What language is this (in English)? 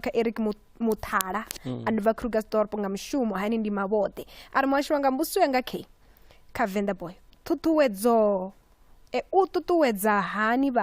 Venda